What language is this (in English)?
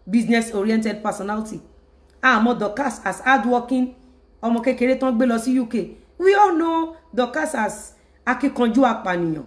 Yoruba